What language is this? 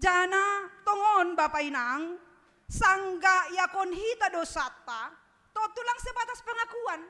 Batak Simalungun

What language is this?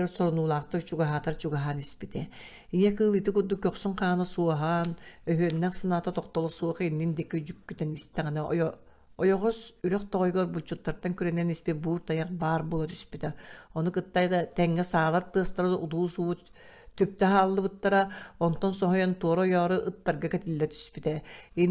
Yakut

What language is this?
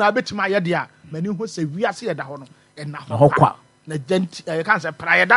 Akan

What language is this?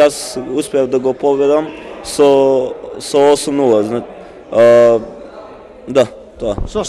Macedonian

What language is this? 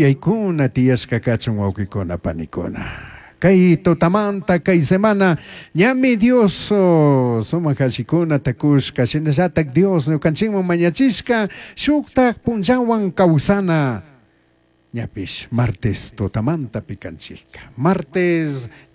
Chimborazo Highland Quichua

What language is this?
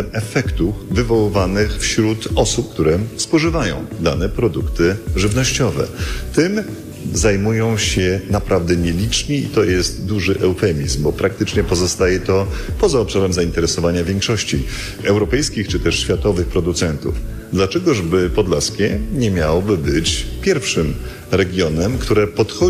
Polish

